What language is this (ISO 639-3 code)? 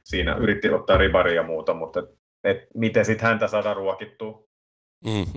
fin